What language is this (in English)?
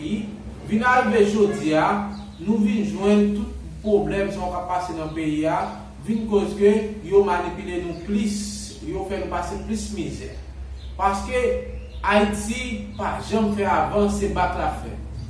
Haitian Creole